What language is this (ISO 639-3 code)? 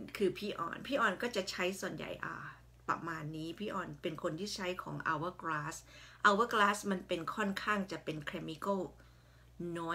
tha